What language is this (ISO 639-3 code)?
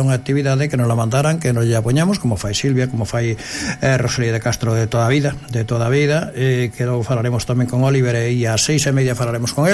glg